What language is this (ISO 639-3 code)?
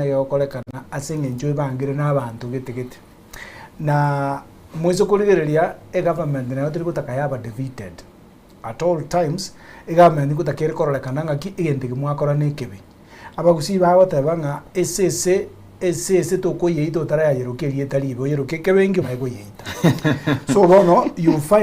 guz